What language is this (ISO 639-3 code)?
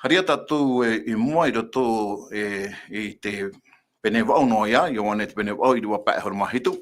tah